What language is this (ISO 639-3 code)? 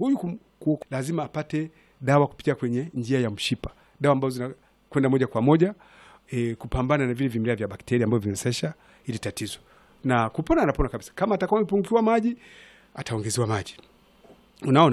swa